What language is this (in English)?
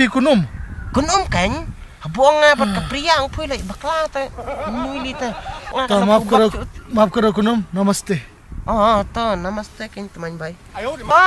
Khasi